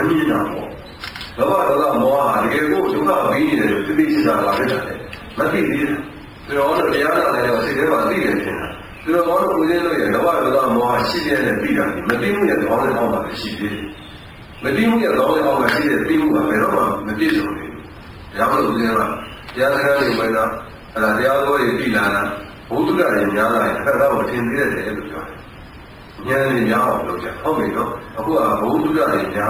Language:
Burmese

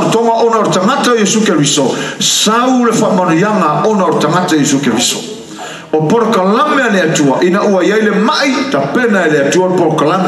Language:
Samoan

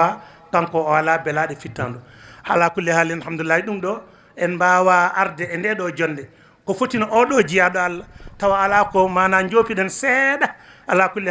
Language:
Fula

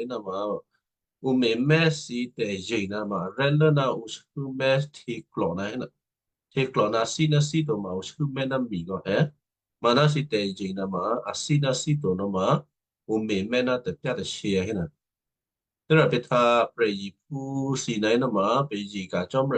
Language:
Western Kayah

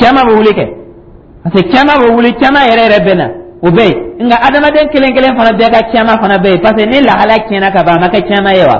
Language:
Dyula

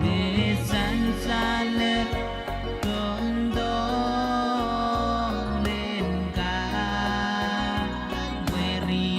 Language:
Pohnpeian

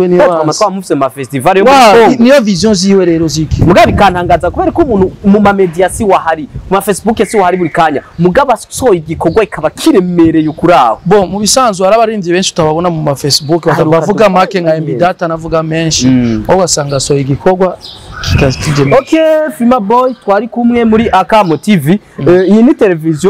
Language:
Rundi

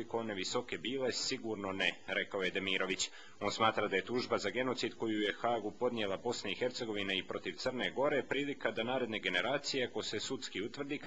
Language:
Bosnian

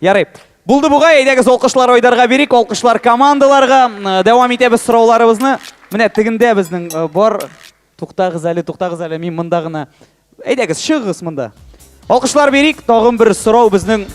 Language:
Tatar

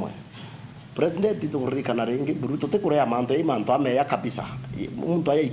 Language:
Meru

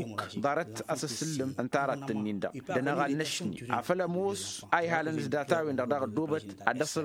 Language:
Tamasheq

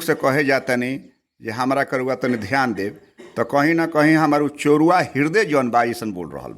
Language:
Bhojpuri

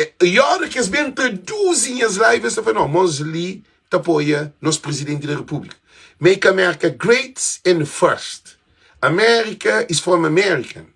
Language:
Kabuverdianu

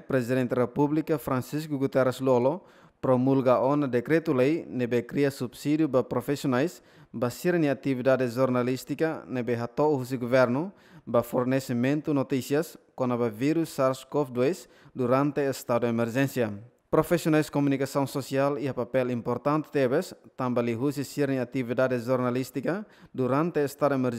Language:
Tetum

